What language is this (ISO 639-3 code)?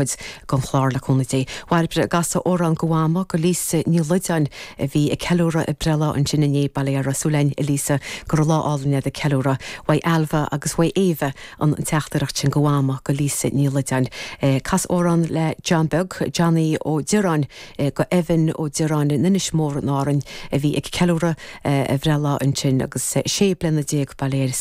gle